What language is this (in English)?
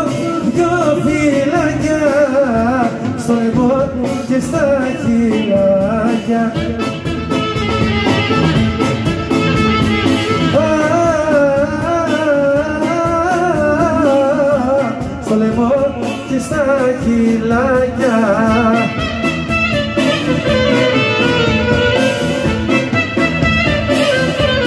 Greek